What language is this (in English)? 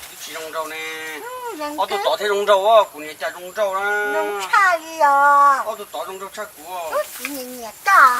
Hmong